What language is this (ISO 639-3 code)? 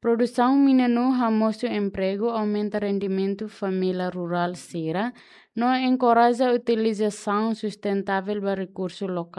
tet